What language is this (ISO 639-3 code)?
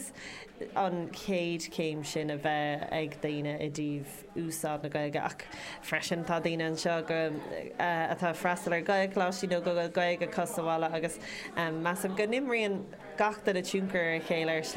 gle